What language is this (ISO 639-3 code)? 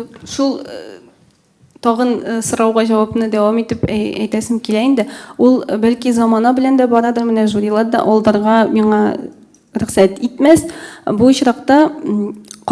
tat